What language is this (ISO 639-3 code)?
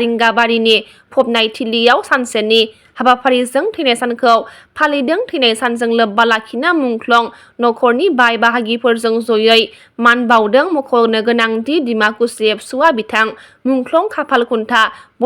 brx